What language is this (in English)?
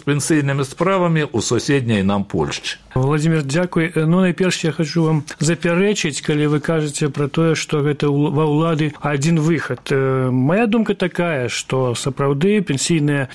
Belarusian